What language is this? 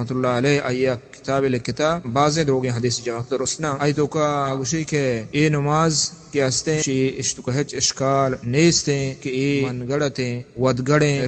Baluchi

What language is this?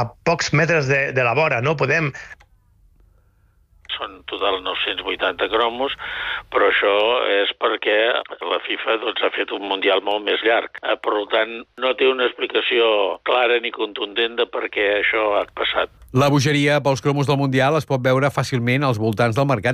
Catalan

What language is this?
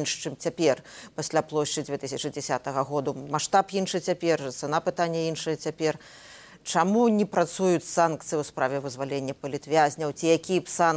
Belarusian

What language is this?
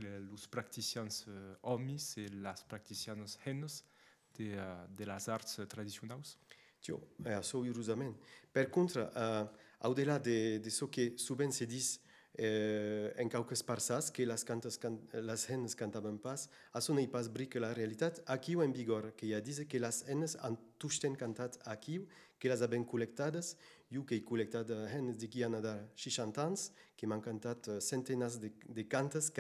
Occitan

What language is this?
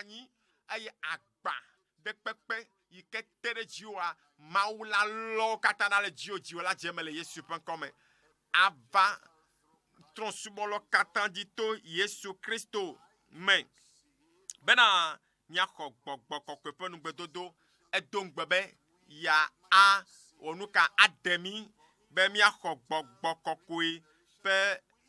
Ewe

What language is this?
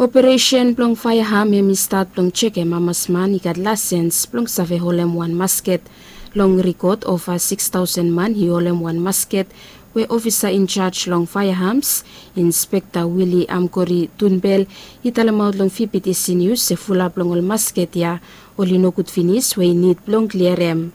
Bislama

